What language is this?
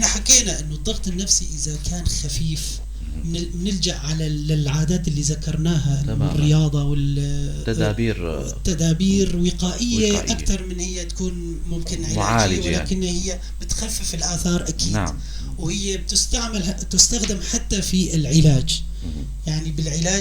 North Levantine Arabic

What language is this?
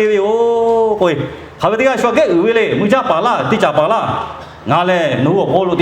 Lahu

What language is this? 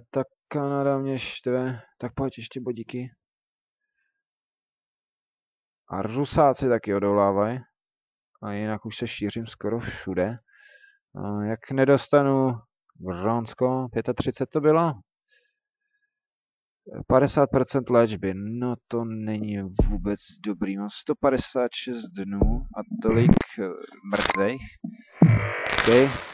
Czech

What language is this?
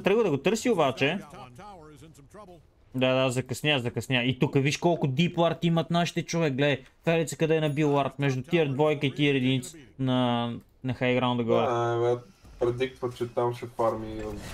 Bulgarian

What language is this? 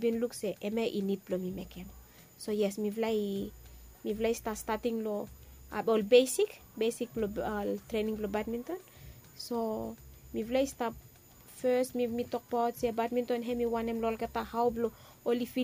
Bislama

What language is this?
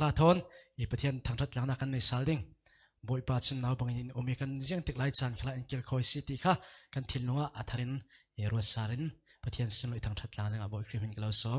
Falam Chin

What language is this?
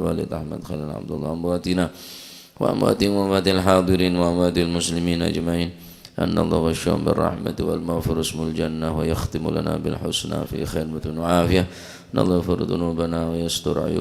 Madurese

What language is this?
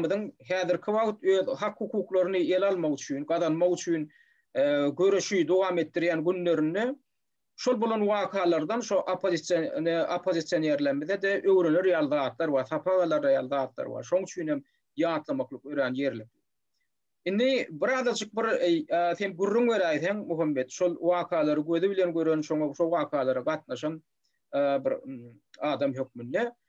Turkmen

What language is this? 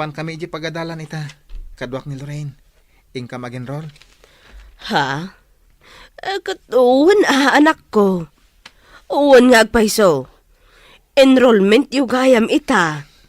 Iloko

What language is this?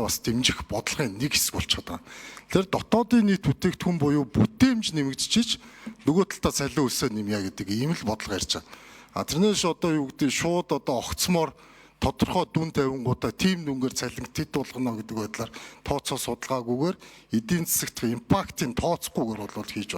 Mongolian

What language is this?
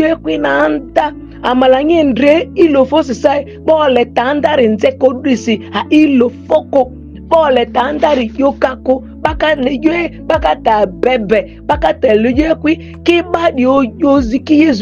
Ma'di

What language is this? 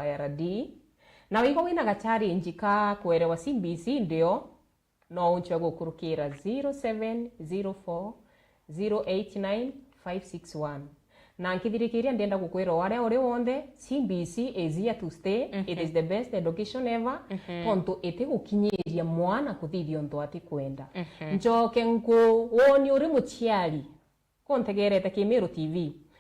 Meru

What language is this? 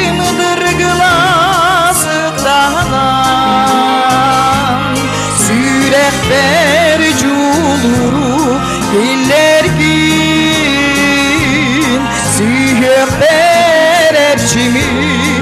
Yakut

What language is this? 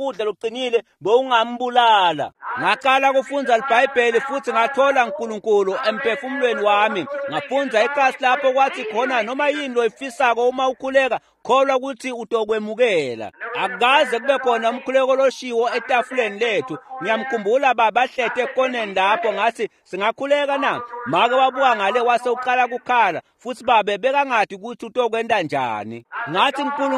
Swati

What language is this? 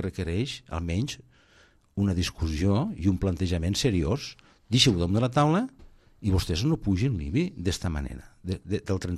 Catalan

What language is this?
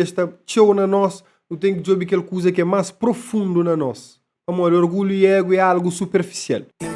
Kabuverdianu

